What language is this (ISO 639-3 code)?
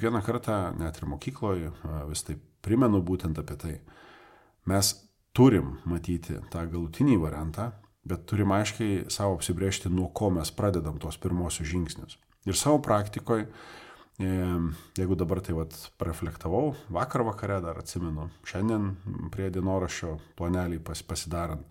lit